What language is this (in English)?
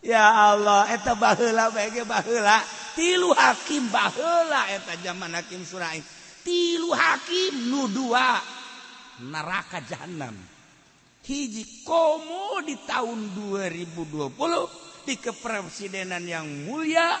Sundanese